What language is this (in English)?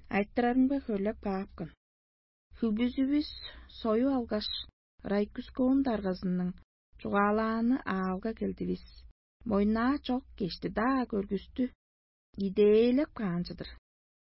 Tuvinian